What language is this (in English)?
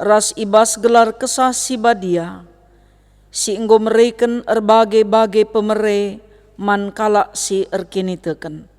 Batak Karo